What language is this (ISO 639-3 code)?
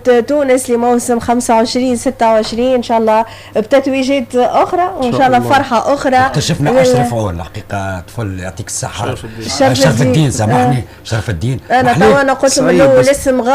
aeb